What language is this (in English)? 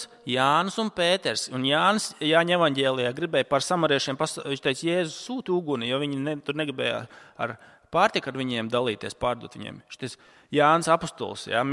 Latvian